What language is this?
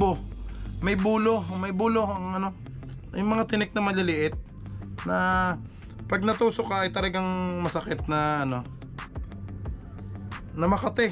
Filipino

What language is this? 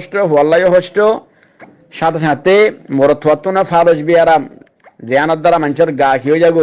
Rohingya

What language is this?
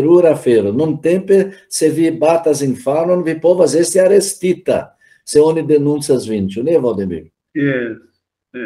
Esperanto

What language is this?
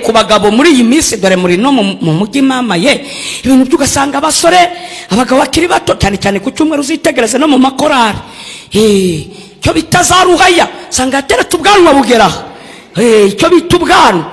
Kinyarwanda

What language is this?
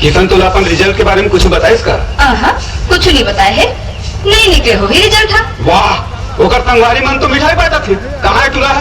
Chhattisgarhi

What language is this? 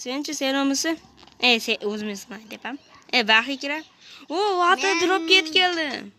Uzbek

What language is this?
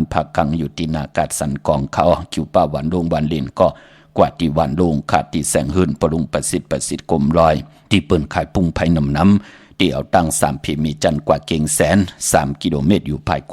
Shan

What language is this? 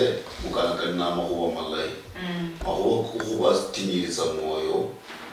Luyia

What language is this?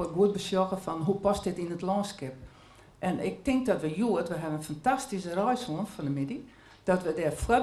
Western Frisian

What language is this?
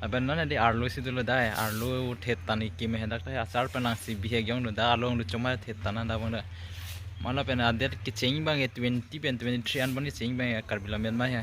Karbi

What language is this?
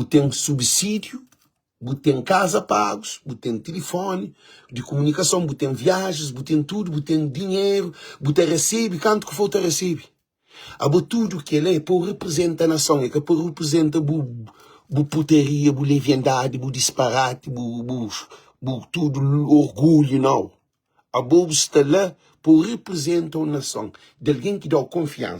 Kabuverdianu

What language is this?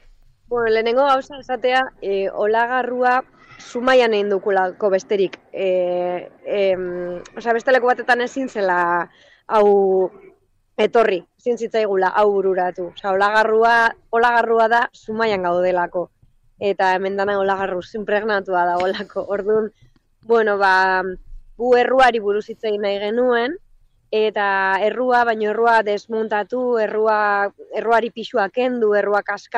Basque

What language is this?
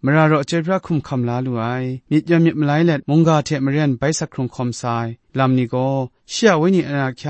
Kachin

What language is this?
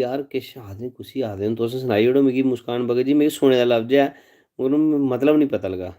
Dogri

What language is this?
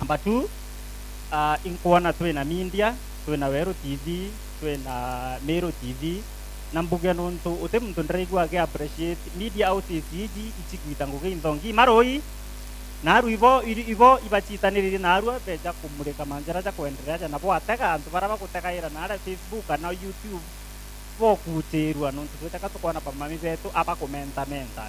Meru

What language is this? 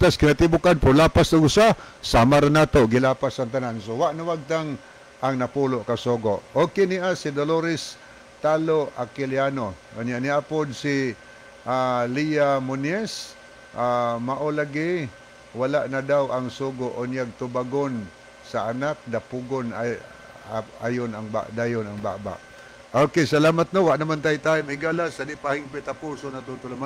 Cebuano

